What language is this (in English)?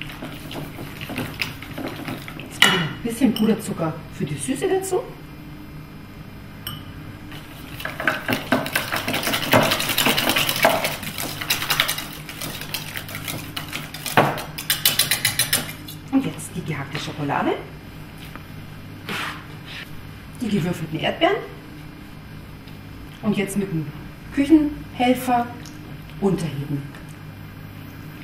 German